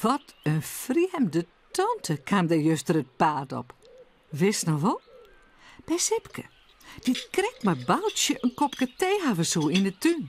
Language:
Western Frisian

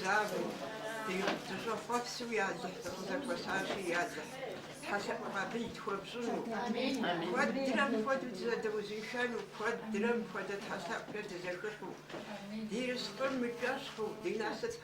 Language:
Kabardian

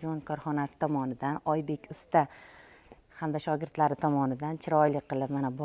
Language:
Uzbek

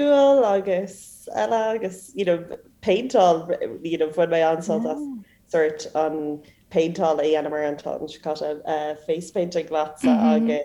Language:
Irish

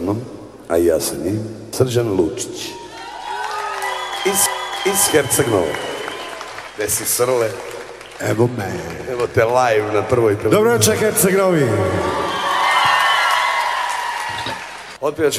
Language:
Serbian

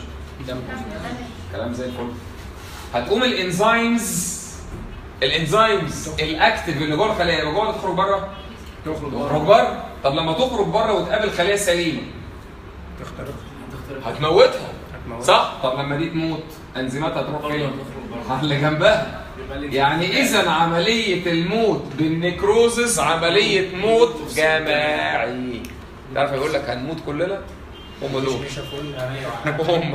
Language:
Egyptian Arabic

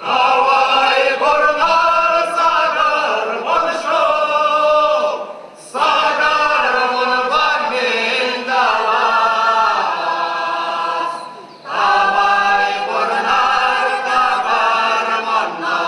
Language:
Chuvash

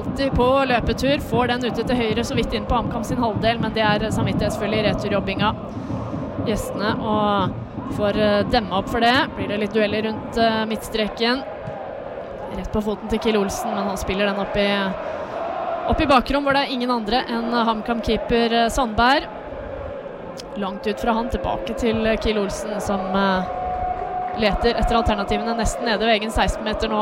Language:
Norwegian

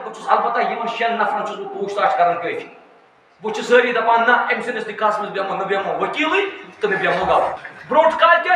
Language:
Kashmiri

